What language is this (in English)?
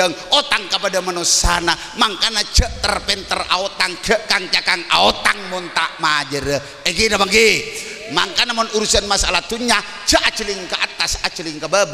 Madurese